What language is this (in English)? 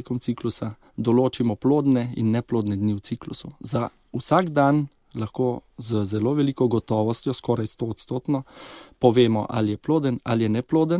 Slovenian